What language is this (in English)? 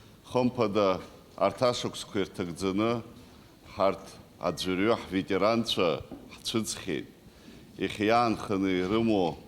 Abkhazian